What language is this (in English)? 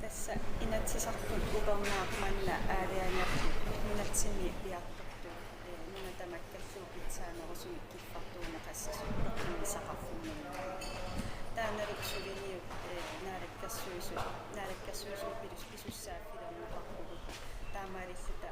Kalaallisut